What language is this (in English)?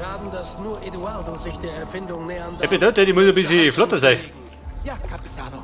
Bavarian